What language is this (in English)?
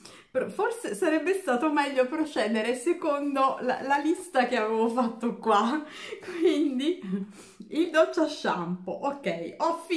Italian